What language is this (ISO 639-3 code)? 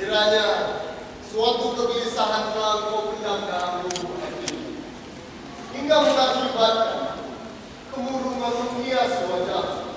min